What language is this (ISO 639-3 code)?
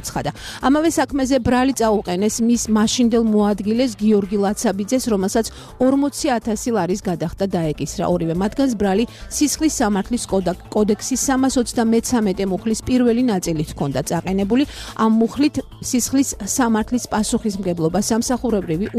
kat